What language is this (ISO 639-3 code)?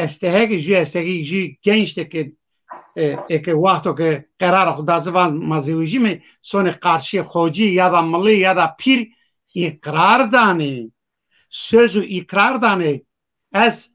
zza